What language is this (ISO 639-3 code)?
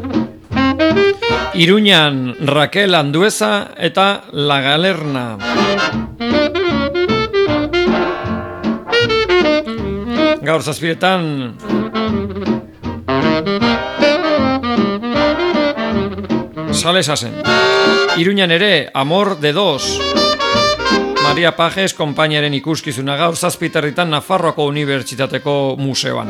eus